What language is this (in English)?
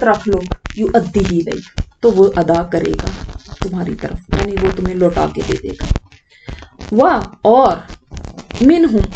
Urdu